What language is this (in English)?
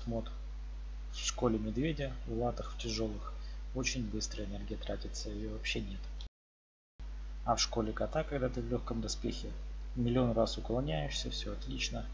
Russian